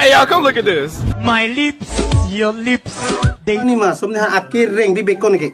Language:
Karbi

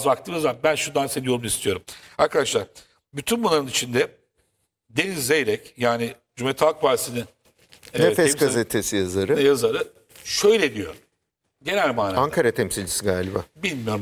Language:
Turkish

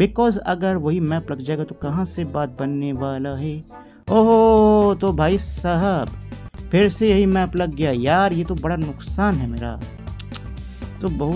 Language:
Hindi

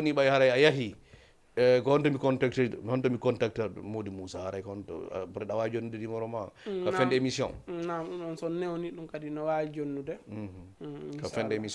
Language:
Fula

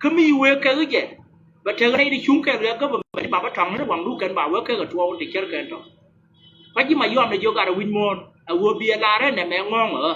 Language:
Nuer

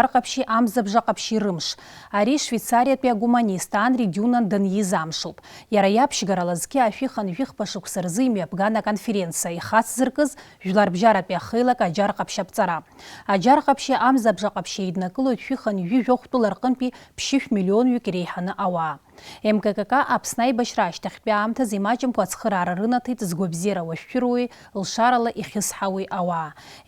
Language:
Abkhazian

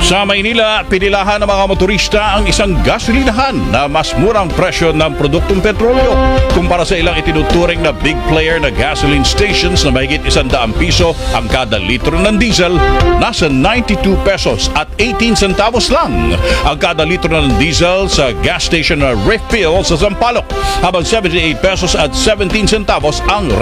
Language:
Filipino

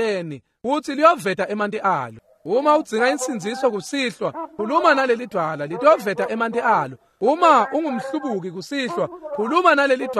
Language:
Swati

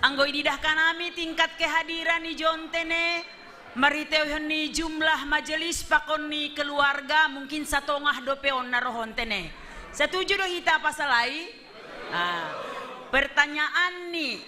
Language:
Batak Simalungun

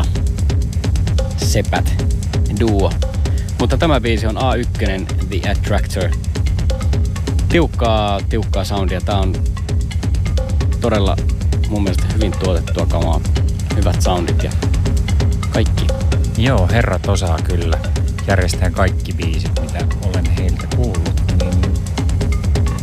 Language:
Finnish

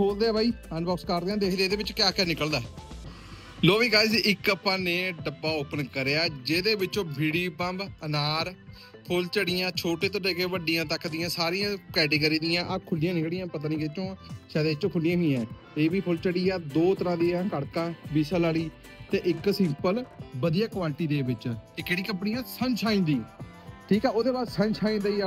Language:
Punjabi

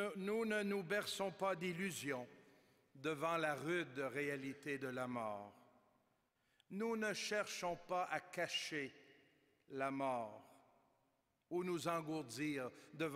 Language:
French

